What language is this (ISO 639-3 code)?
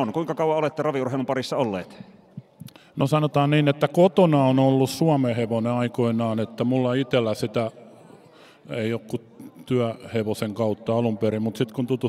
fin